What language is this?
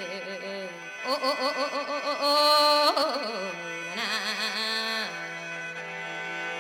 Thai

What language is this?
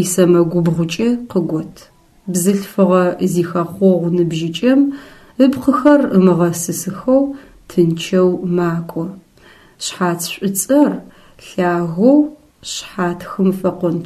Adyghe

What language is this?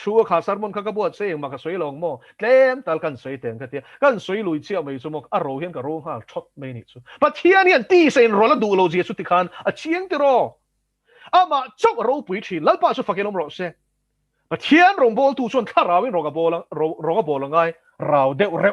Mizo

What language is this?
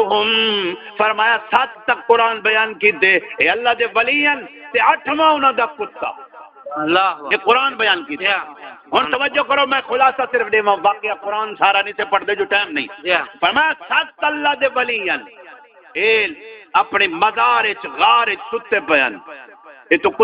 Saraiki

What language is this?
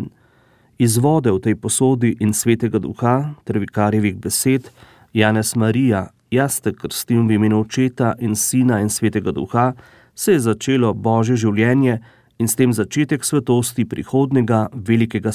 Slovenian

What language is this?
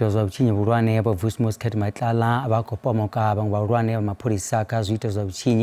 Venda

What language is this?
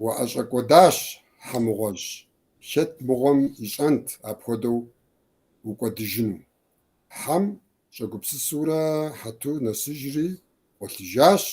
Kabardian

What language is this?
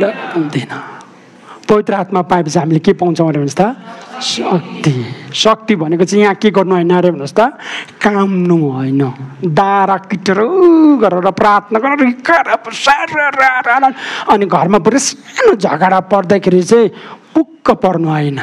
Nepali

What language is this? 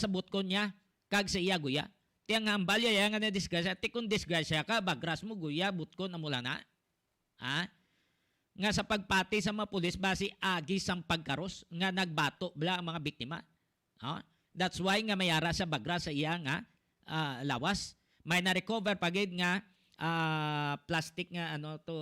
Hiligaynon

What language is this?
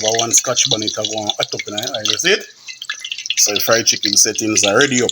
Jamaican Creole English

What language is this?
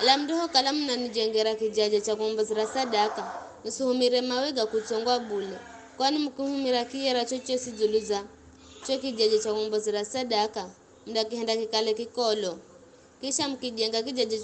Giryama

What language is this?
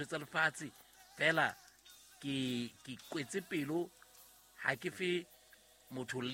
Southern Sotho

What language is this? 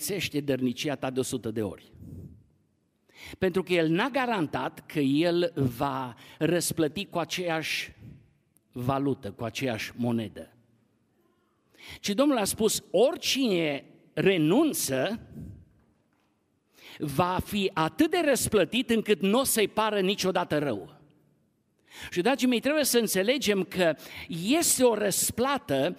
Romanian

